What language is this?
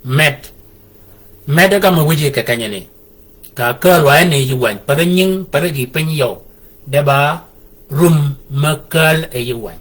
Shilluk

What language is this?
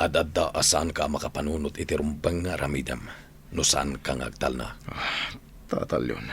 Iloko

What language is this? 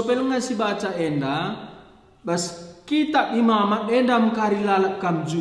Batak Karo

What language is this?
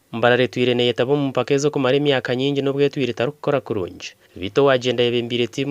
Nyankole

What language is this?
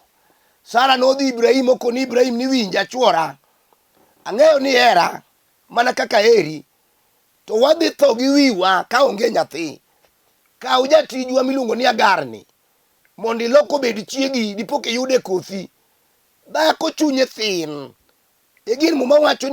Luo (Kenya and Tanzania)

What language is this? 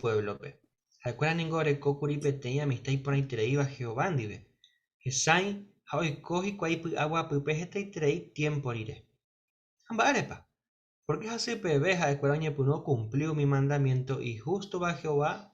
Guarani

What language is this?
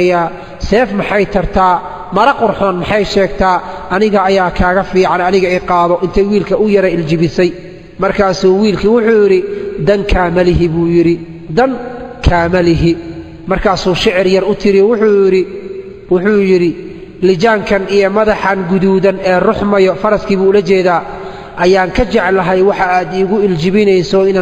Somali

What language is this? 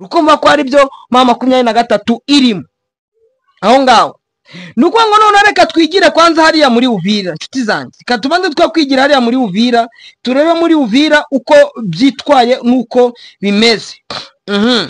Kinyarwanda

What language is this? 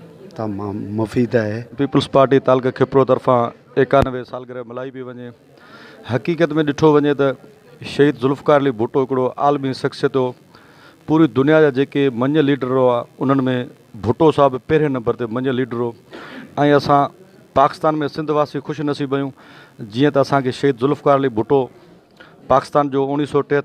Sindhi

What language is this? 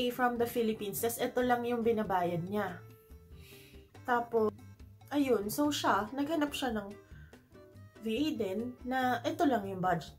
Filipino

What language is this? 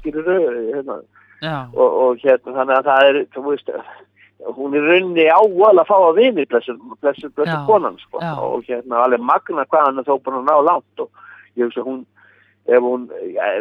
Icelandic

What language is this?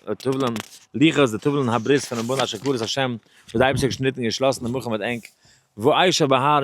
Yiddish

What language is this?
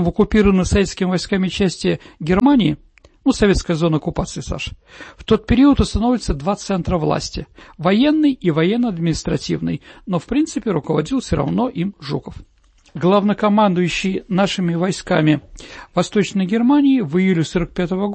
Russian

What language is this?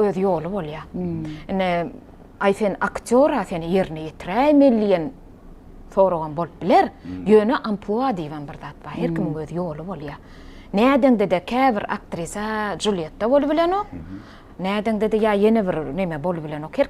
Turkmen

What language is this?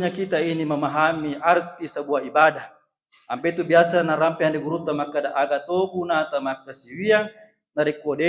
Buginese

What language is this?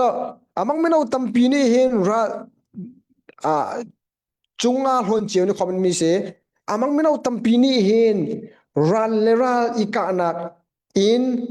Hakha Chin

